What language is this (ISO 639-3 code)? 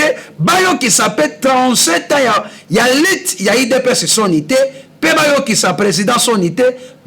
lin